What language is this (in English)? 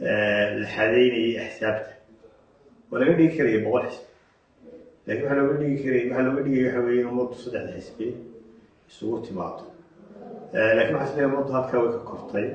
Somali